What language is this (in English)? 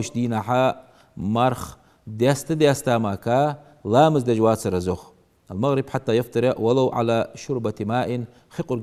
Ingush